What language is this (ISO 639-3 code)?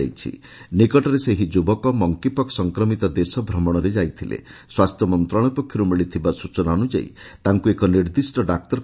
ori